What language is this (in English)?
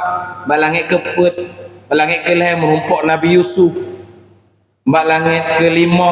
Achinese